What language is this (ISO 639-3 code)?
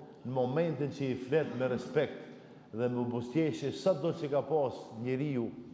sqi